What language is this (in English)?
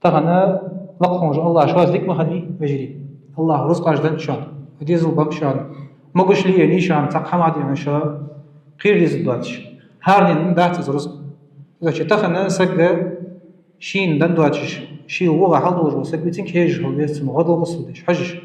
Ingush